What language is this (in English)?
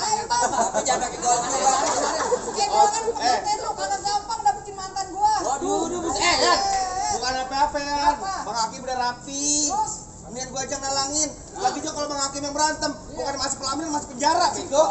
Betawi